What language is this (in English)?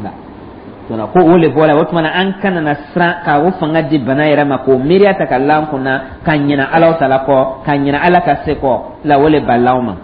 Dyula